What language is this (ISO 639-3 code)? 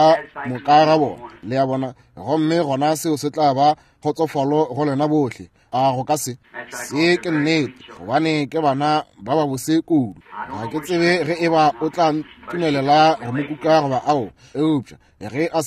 nso